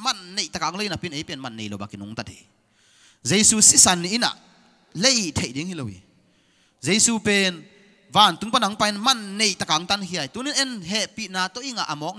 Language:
Tedim Chin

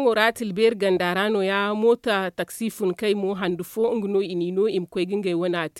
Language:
Zarma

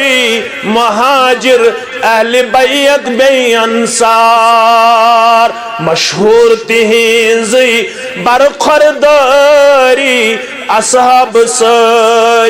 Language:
Kashmiri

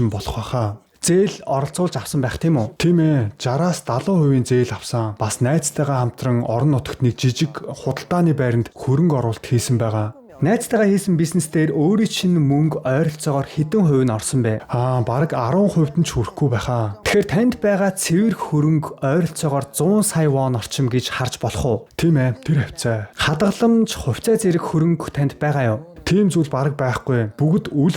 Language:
Mongolian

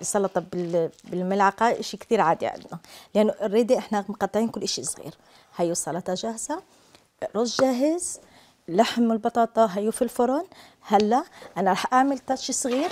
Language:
Algerian Arabic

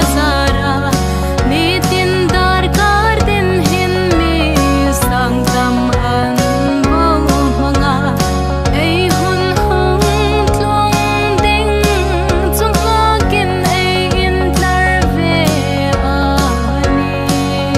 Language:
Hmar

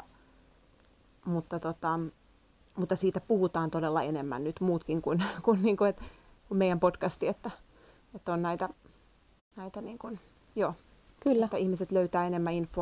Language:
Finnish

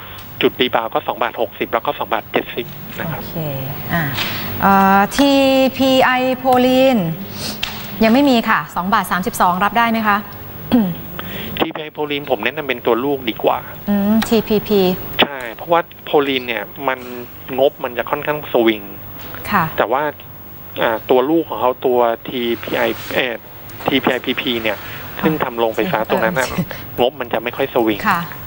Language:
Thai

